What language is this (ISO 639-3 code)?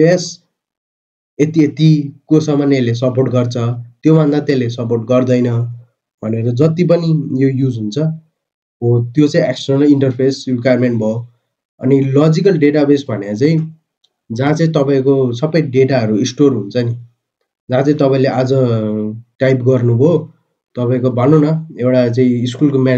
nep